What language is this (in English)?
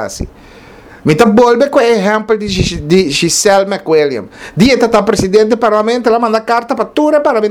Papiamento